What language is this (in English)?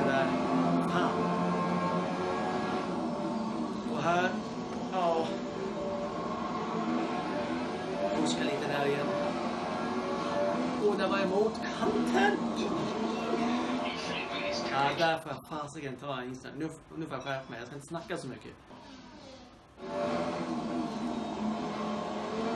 Swedish